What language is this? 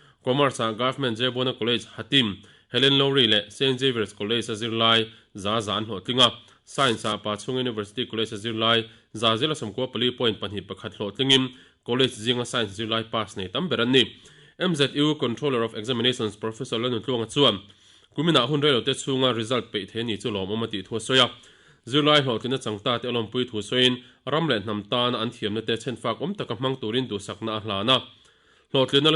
Mizo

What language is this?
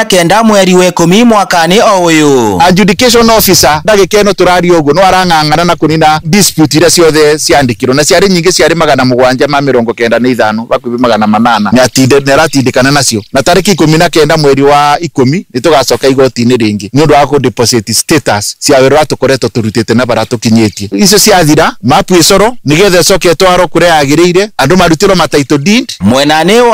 Kikuyu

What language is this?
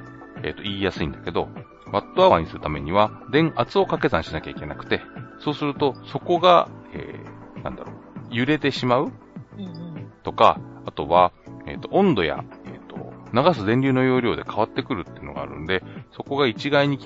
Japanese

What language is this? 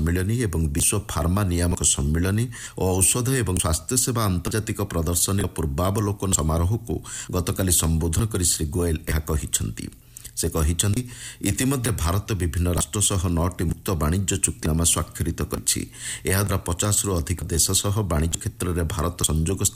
Odia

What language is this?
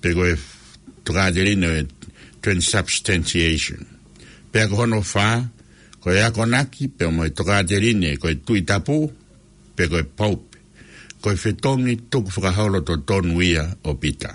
Tongan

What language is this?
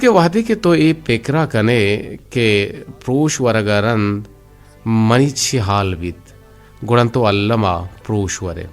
Eastern Balochi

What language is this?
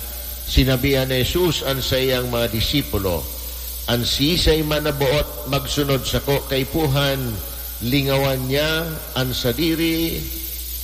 Bikol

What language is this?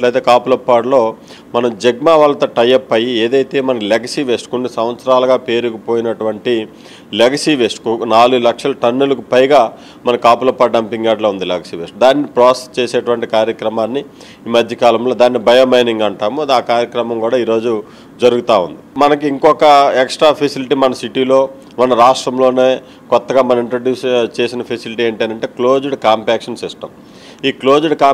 Telugu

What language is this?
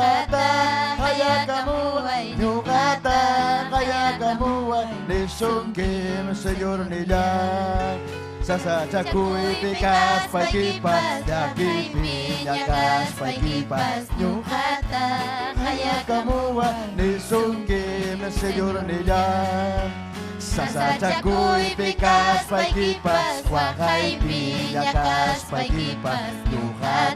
Ayacucho Quechua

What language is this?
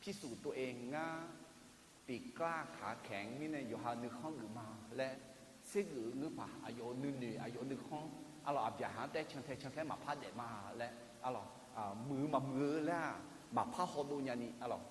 Akha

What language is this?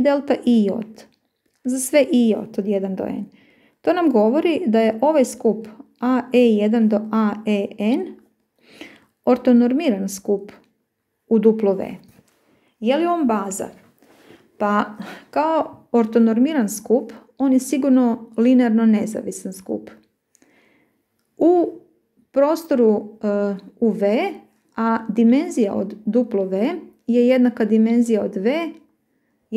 Croatian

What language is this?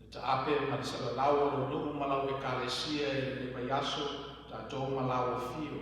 Samoan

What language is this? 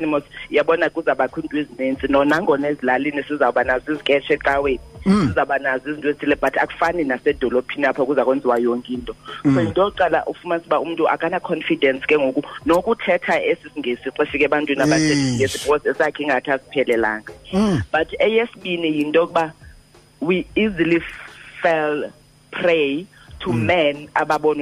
Xhosa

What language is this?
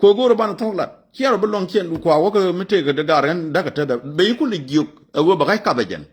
Nuer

